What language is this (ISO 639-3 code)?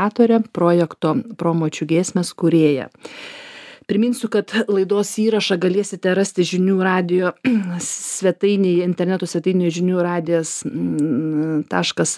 lit